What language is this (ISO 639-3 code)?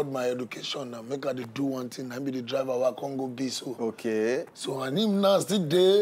pcm